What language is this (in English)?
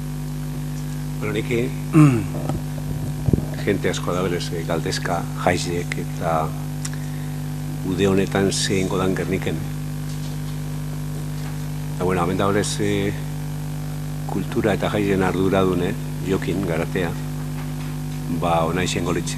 Basque